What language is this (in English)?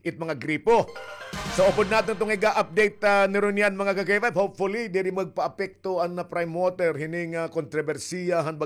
Waray